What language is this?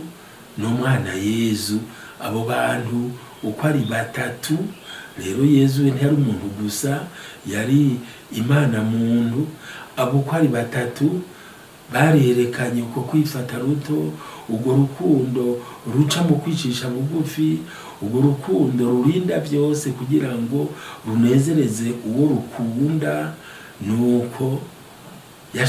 Rundi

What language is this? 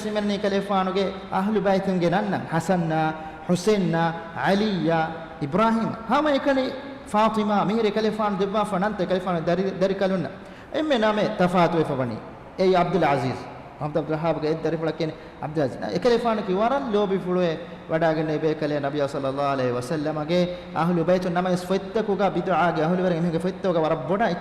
Divehi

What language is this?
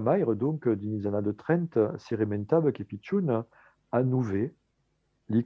Occitan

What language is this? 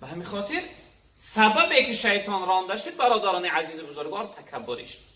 Tajik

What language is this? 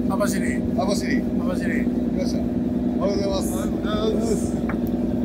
Japanese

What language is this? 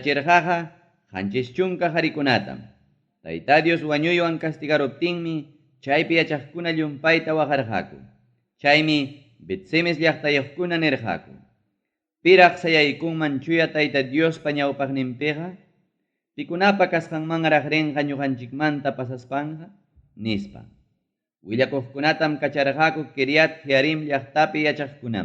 Ayacucho Quechua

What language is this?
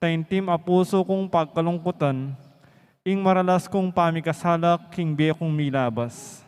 Pampanga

